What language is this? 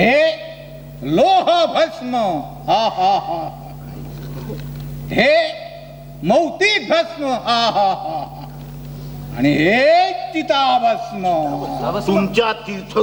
Marathi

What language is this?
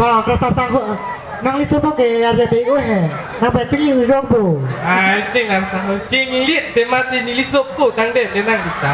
Karbi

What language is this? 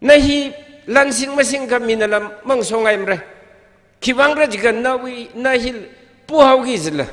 Tangkhul Naga (India)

